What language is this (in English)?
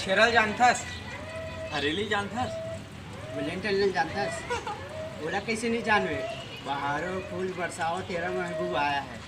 Chhattisgarhi